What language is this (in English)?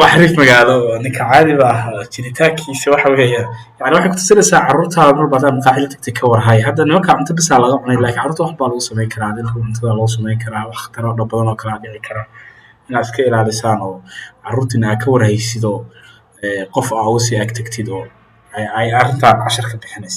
Somali